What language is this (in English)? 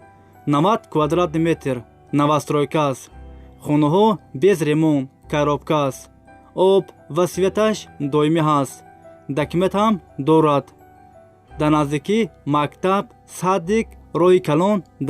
Tajik